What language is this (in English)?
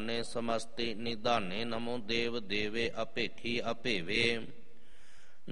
Punjabi